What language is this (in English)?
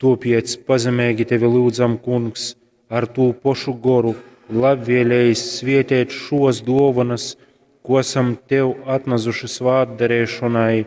Latgalian